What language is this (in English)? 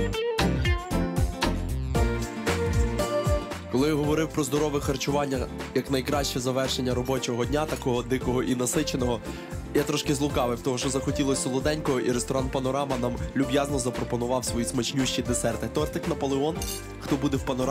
Ukrainian